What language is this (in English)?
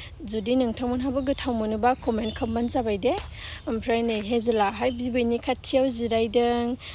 Bodo